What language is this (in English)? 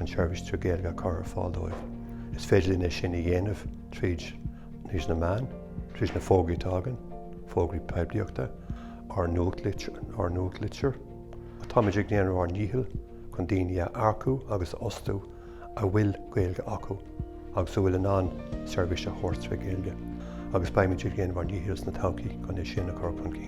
Irish